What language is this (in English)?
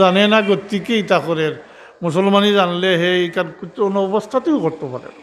Sylheti